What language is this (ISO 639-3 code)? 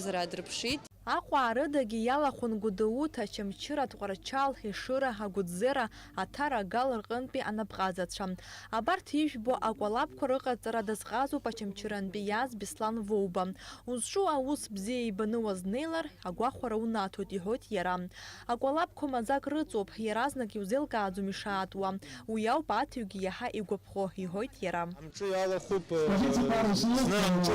abk